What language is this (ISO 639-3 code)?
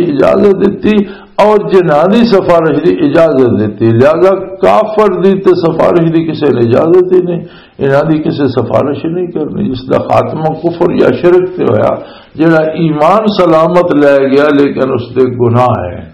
lah